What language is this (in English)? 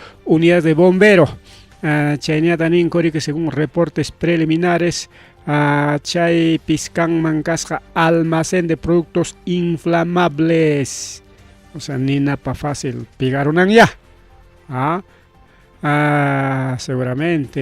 Ayacucho Quechua